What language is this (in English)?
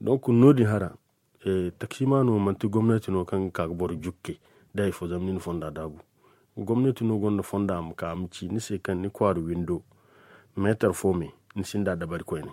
Zarma